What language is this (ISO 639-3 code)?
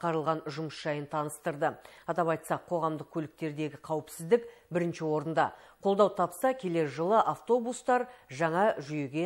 kaz